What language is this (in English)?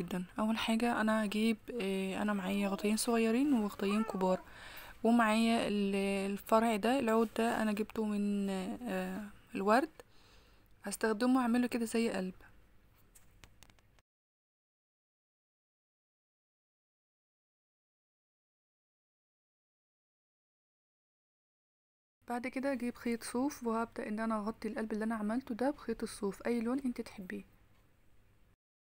Egyptian Arabic